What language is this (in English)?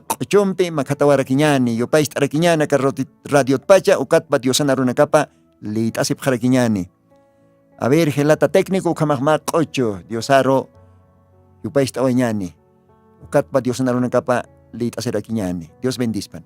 Aymara